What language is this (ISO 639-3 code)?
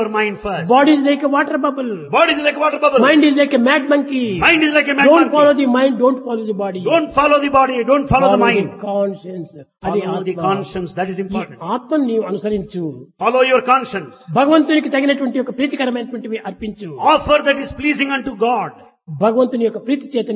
tel